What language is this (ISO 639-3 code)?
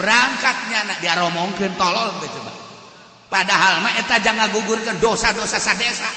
sun